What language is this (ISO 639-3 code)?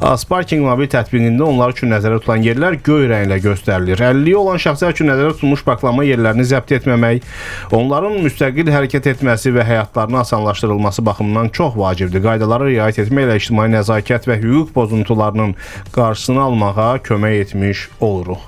aze